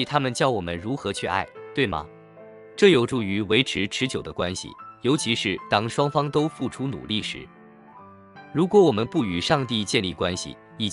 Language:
Chinese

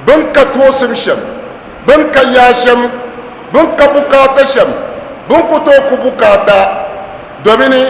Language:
Dagbani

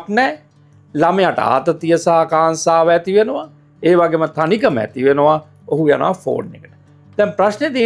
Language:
Sinhala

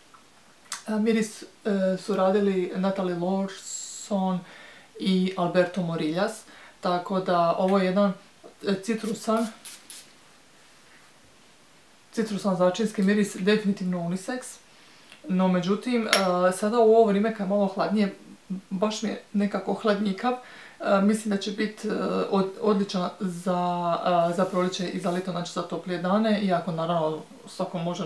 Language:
Croatian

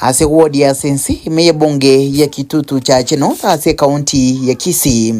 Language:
Gusii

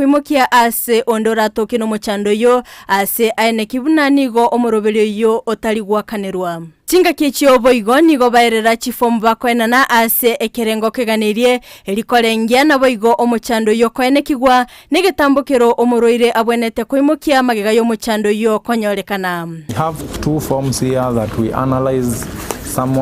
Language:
Gusii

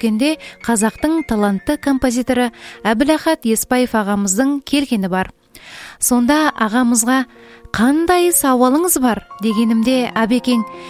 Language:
Kazakh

